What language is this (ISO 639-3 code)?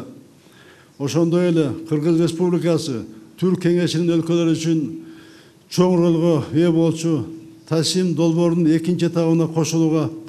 kir